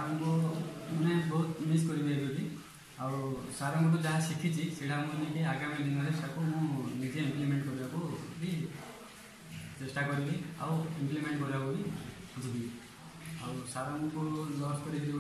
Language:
Odia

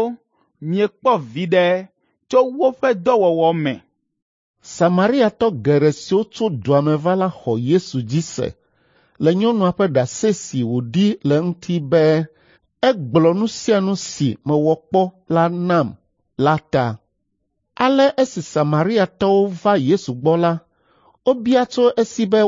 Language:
Ewe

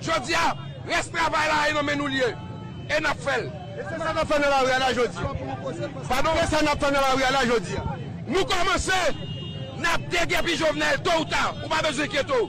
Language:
Haitian Creole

